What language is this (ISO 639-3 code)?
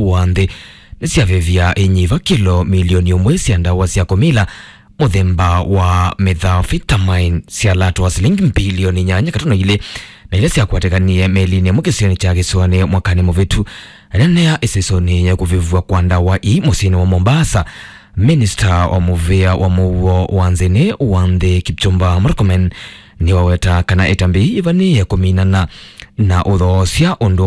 kam